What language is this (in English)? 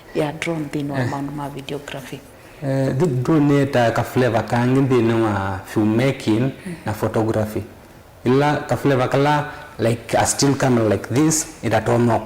Kamba